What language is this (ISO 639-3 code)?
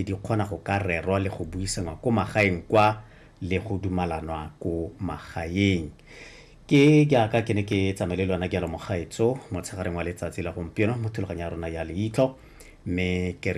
tsn